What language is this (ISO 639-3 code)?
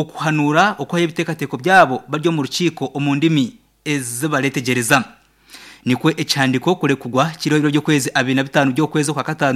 nyn